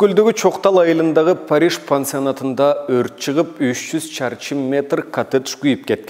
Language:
Kyrgyz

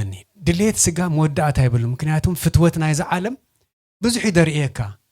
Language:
Tigrinya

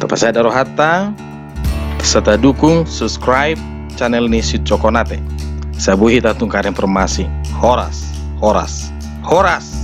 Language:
Batak Toba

